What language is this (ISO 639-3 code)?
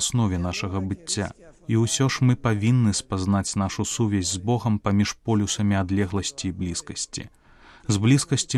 bel